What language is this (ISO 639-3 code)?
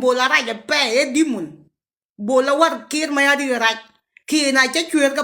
nus